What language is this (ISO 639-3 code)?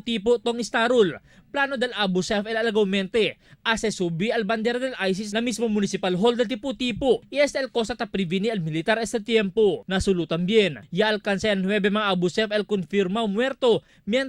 cbk